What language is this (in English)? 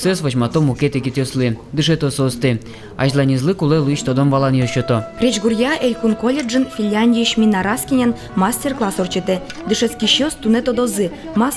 Udmurt